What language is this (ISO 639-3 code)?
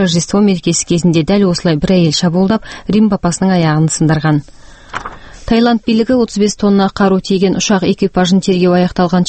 kaz